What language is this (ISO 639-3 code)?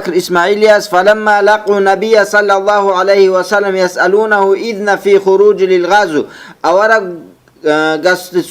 ava